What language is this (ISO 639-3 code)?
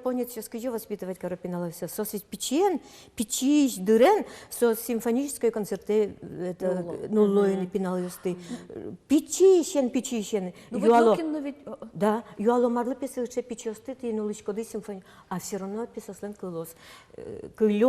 udm